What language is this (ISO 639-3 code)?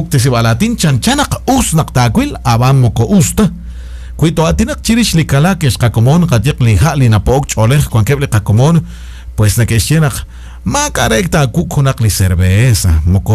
kek